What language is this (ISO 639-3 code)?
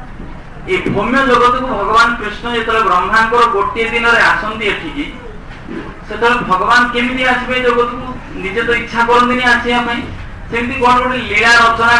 ori